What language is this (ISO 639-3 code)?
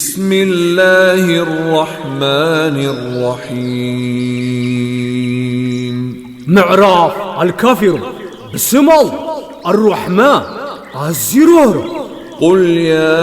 tir